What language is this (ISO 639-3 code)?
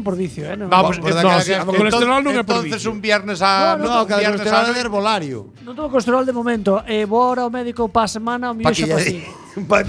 glg